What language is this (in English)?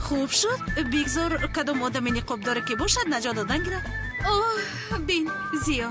Tajik